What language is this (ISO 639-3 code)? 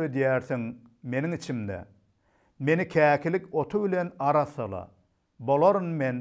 tuk